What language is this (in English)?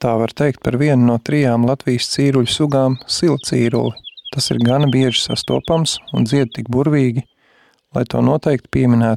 Latvian